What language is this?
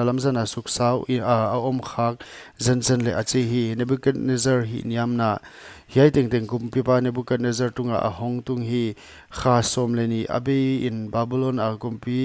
Paite Chin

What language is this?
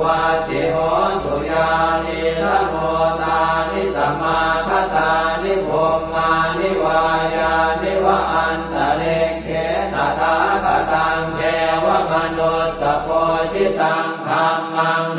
Pali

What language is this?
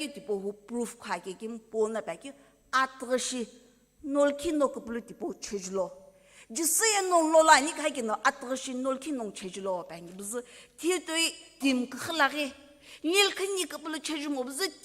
Sumi Naga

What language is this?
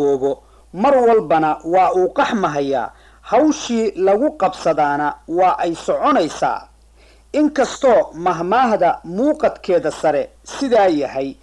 Somali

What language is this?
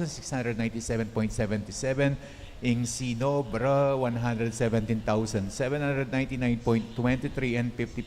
Pampanga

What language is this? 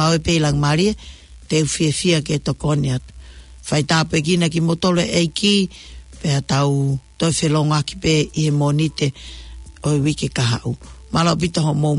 Tongan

